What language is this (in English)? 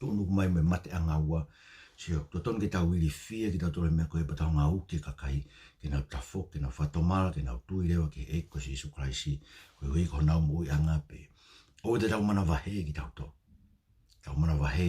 Tongan